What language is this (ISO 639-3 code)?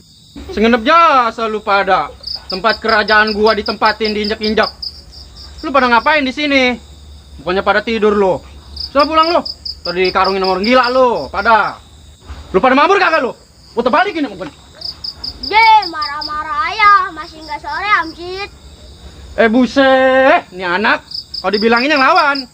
bew